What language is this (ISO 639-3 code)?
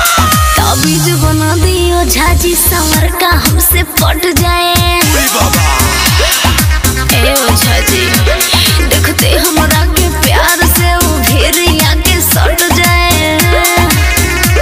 bho